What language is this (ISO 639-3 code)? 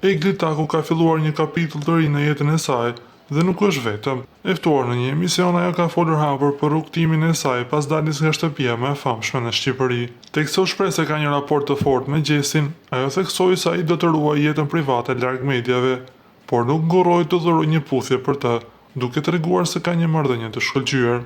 sqi